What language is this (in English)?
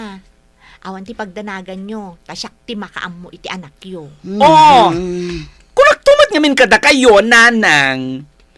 Iloko